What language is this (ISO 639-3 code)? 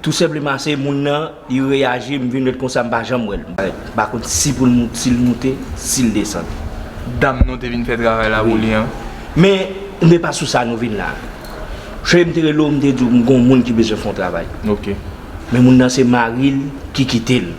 hat